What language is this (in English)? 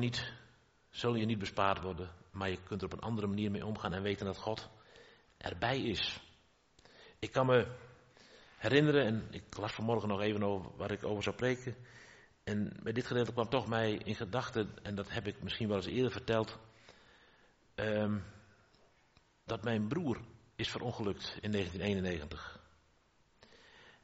Dutch